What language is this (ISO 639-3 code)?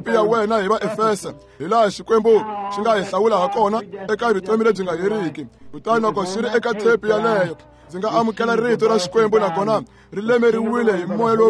tso